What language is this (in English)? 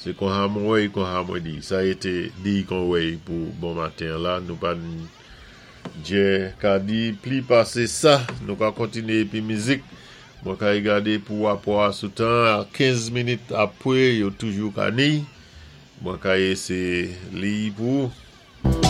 Saint Lucian Creole French